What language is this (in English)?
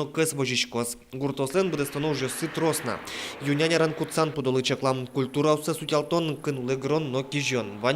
Udmurt